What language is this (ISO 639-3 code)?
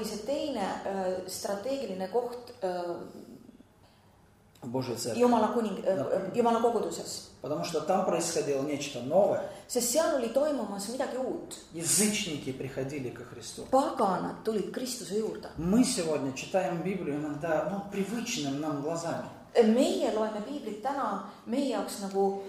est